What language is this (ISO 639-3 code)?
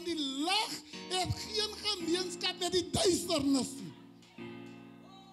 afr